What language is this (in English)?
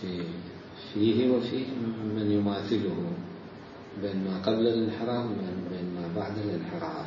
Mesopotamian Arabic